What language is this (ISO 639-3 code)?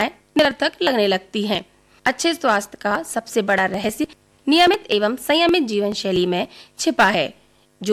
hin